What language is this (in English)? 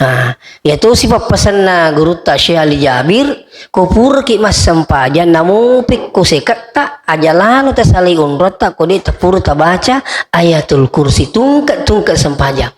Buginese